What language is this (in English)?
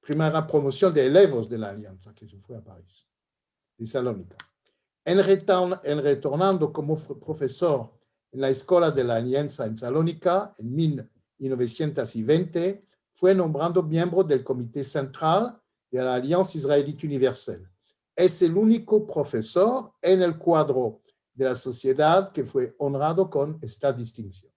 Ladino